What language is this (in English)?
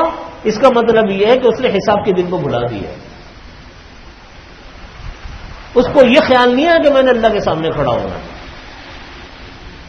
Urdu